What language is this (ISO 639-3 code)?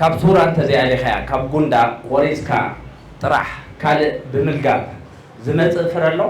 tir